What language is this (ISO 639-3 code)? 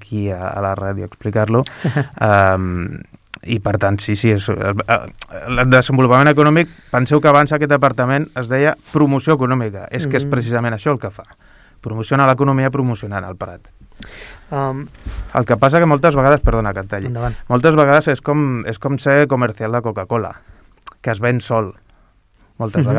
cat